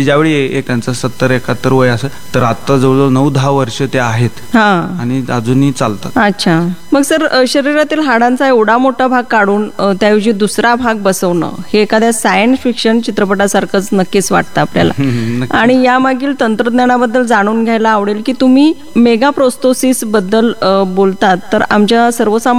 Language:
Marathi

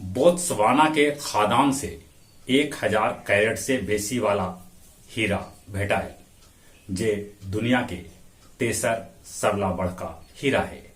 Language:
Magahi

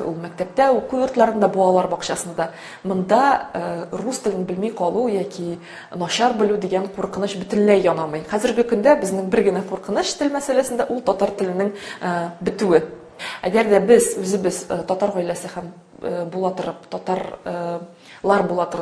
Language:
Tatar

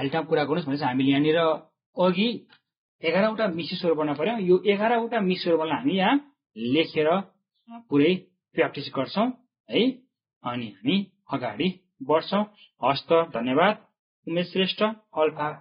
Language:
Nepali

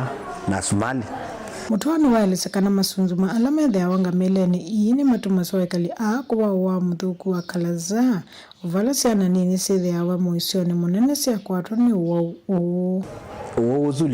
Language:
Kamba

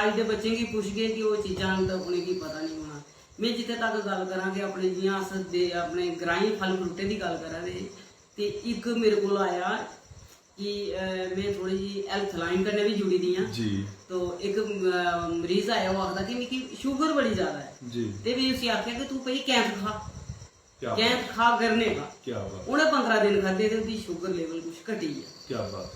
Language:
Dogri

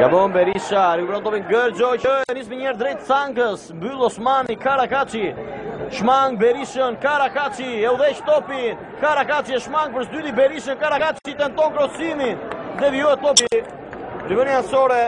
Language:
Albanian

